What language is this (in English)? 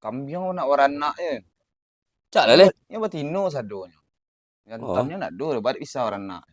Minangkabau